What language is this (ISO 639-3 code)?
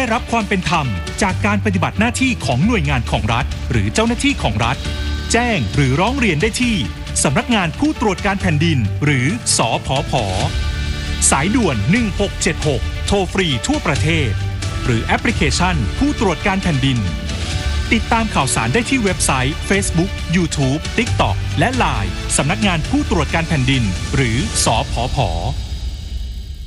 tha